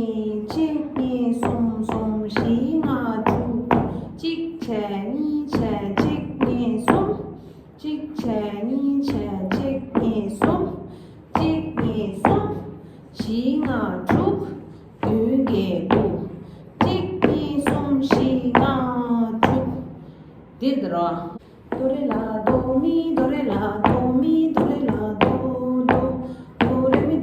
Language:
Tibetan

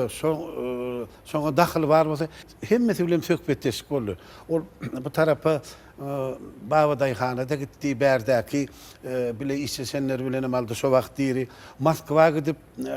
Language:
Turkmen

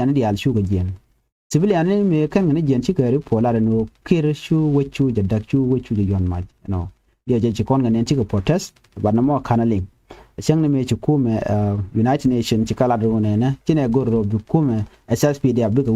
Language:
Nuer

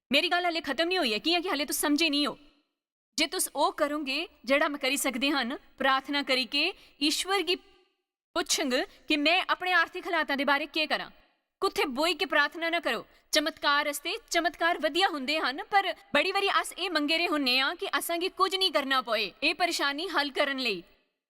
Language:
Dogri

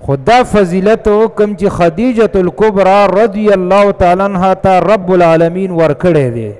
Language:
Pashto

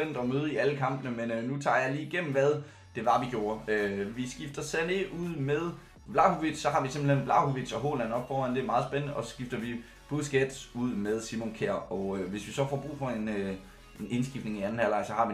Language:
Danish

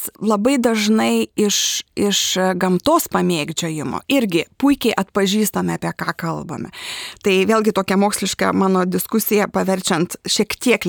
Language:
Lithuanian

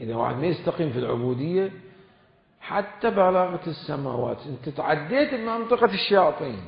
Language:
Mesopotamian Arabic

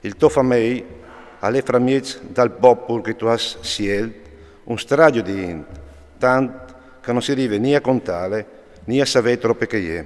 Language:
Friulian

